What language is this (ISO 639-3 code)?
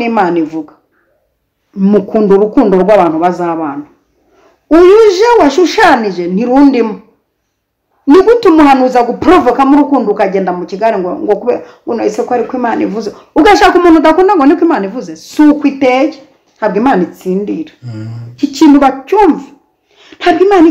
kin